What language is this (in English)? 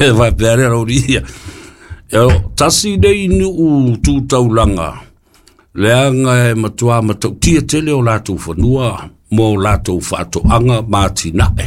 Samoan